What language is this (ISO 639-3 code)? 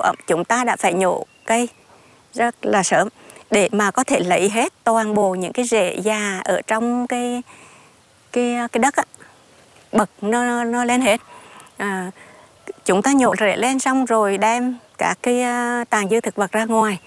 vie